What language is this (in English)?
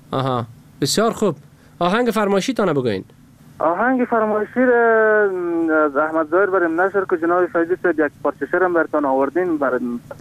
Persian